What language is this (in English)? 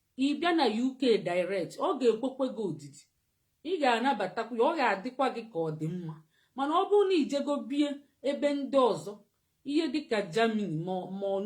Igbo